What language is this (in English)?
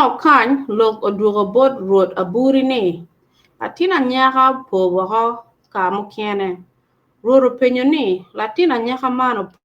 Acoli